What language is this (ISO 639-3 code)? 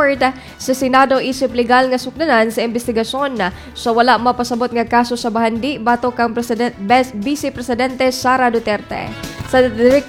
ceb